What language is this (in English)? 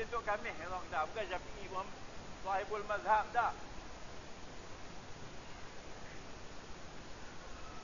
Malay